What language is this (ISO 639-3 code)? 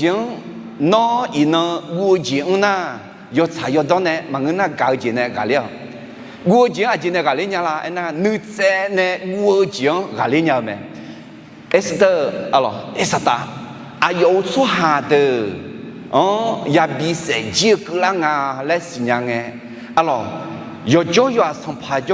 ahk